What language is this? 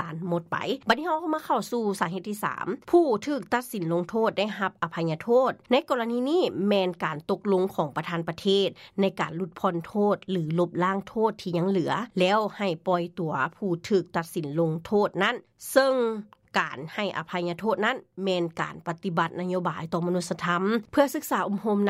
Lao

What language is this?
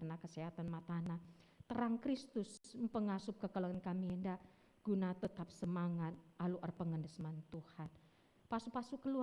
Batak Karo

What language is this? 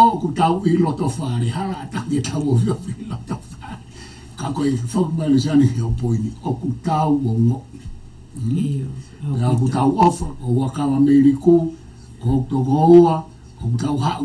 Tongan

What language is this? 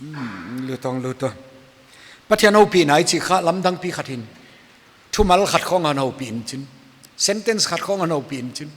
Paite Chin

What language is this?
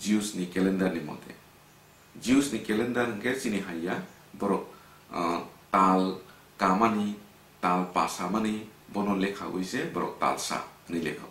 Kok Borok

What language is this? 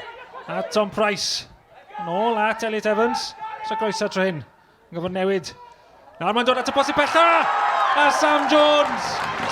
Welsh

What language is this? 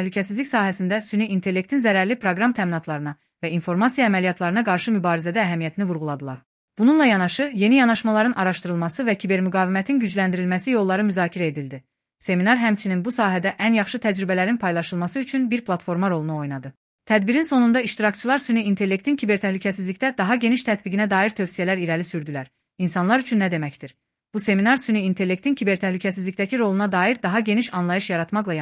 Azerbaijani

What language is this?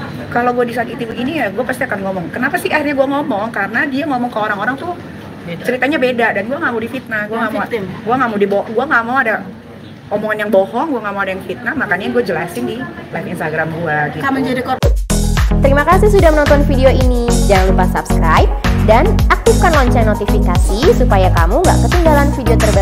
Indonesian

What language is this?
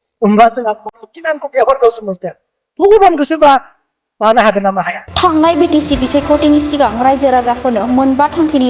Bodo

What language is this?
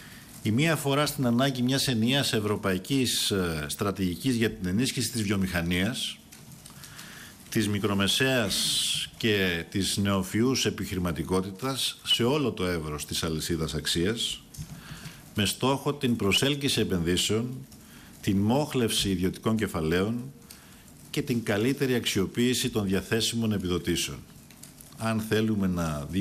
Greek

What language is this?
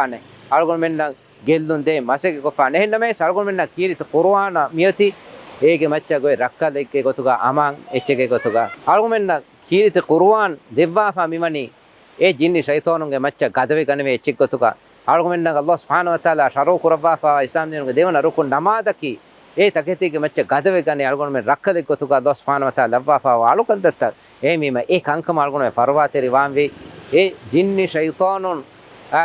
Divehi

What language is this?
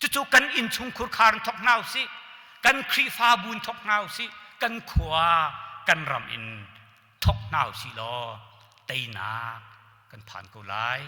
Hakha Chin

